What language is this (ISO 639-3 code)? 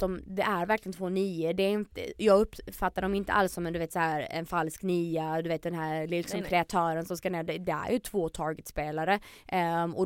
swe